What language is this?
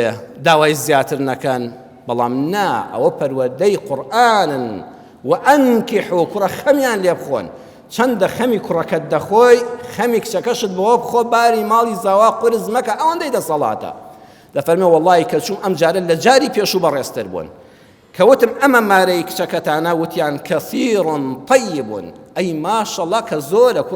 Central Kurdish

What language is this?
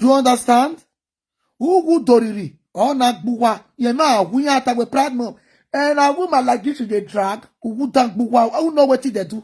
Nigerian Pidgin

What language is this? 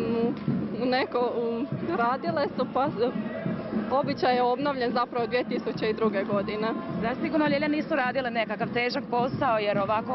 Croatian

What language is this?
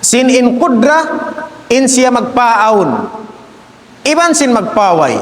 Tausug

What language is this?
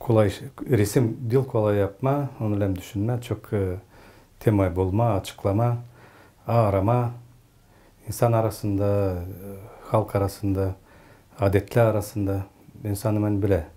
Gagauz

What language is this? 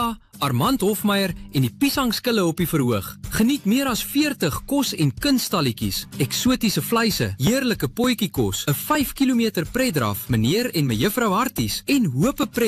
Afrikaans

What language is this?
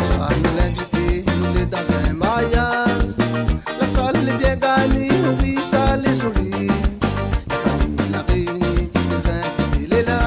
Réunion Creole French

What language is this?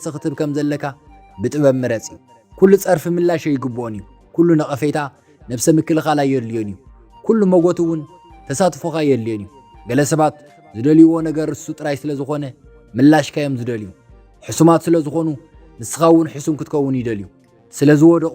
Tigrinya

